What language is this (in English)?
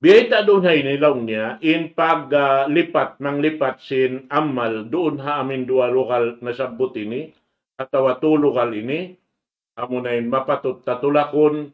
Tausug